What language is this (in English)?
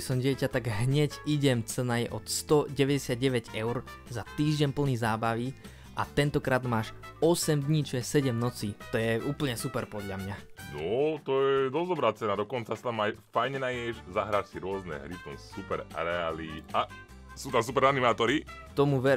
Slovak